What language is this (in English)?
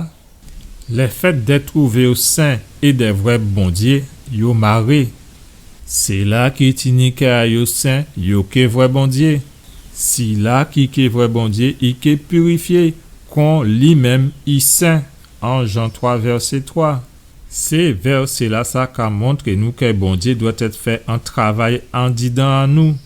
Guadeloupean Creole French